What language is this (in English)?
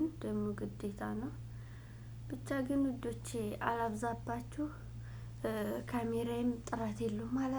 Amharic